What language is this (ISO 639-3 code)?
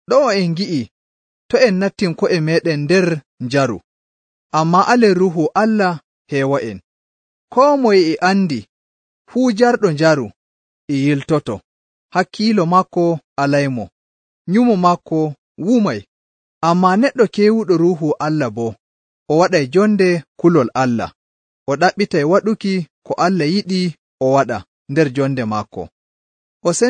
fuv